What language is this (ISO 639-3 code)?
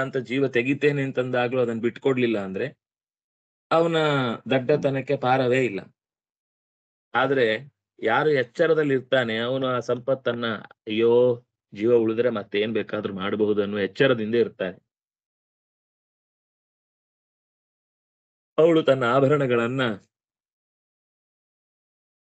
kan